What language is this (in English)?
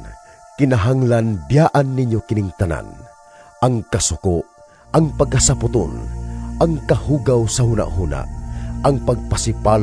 Cebuano